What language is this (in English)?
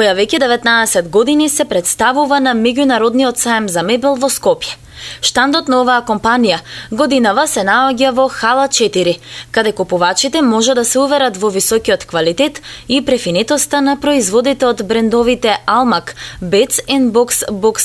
Macedonian